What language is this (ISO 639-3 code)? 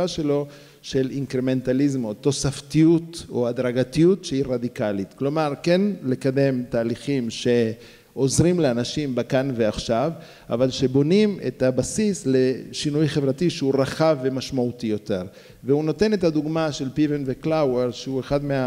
heb